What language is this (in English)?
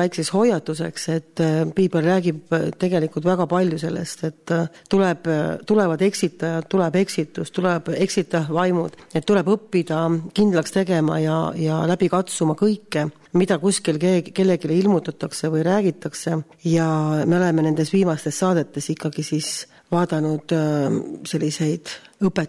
Estonian